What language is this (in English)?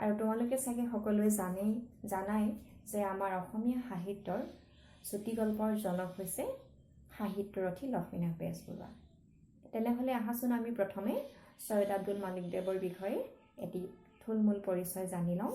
Assamese